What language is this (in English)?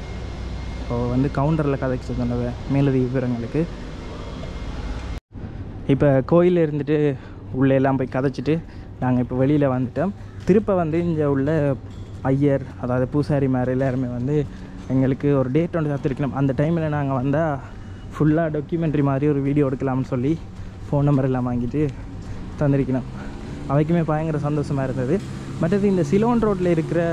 Tamil